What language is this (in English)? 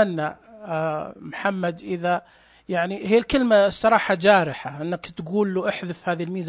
Najdi Arabic